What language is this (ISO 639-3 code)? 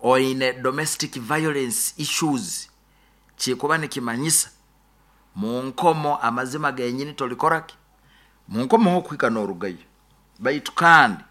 nyo